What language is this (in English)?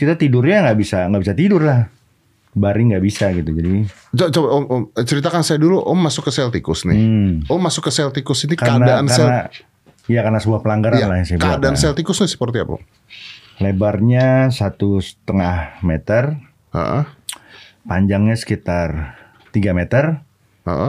Indonesian